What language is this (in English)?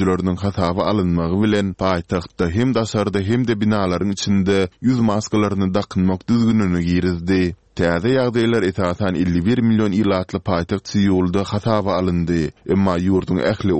Turkmen